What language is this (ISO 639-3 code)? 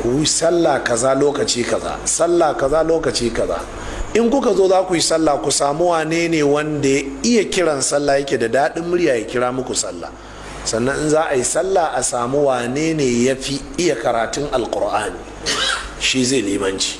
hau